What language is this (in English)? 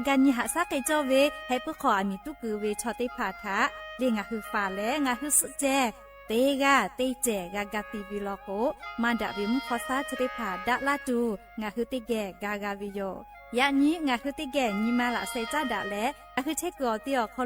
Lahu